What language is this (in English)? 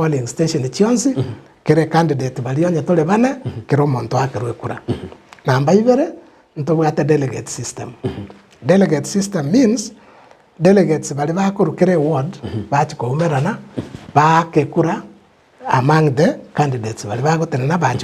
Gusii